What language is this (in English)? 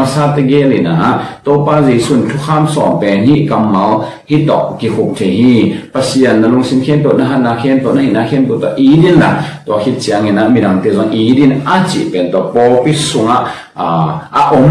Tedim Chin